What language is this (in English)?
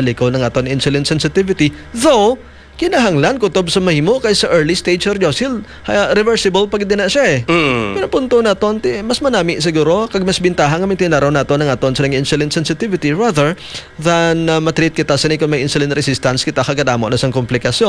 Hiligaynon